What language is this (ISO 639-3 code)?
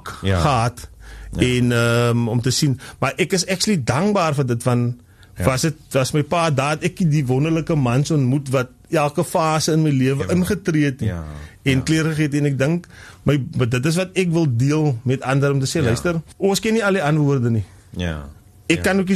afr